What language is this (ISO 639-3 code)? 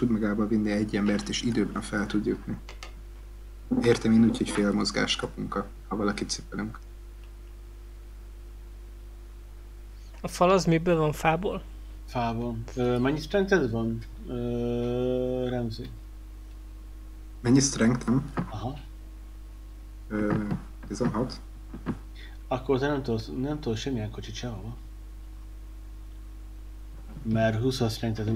hun